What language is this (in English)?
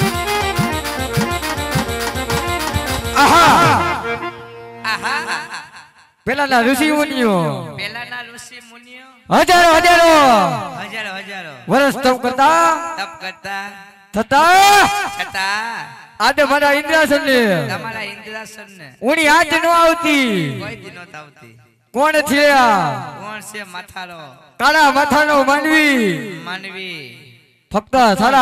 Gujarati